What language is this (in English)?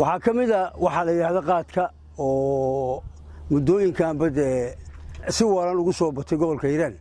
Somali